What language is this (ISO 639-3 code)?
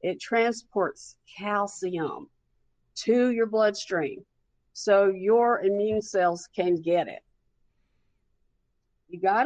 eng